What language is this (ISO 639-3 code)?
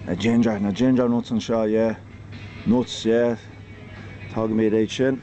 gle